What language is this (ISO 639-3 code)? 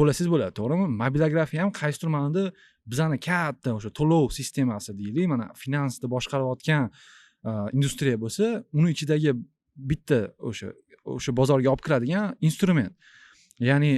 uzb